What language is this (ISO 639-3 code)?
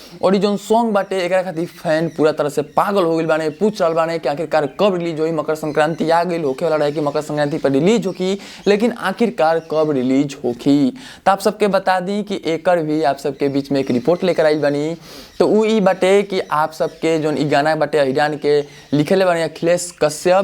bho